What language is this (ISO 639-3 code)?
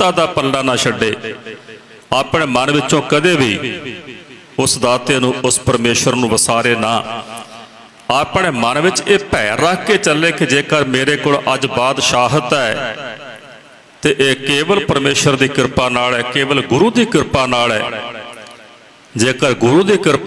pan